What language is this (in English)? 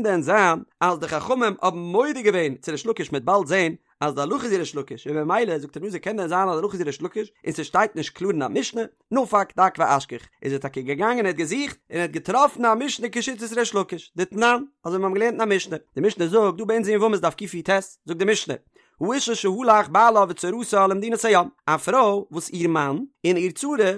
Yiddish